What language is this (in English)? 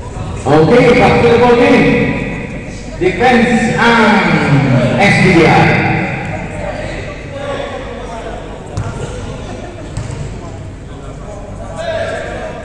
Filipino